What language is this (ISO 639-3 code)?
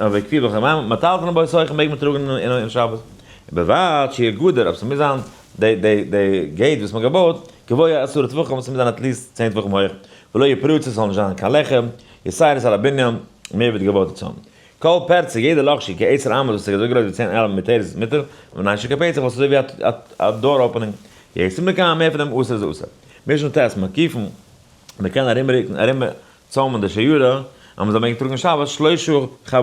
yid